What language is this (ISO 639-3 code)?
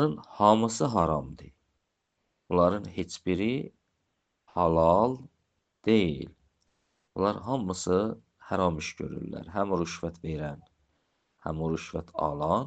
aze